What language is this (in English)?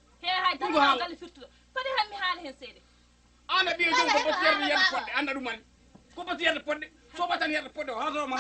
Fula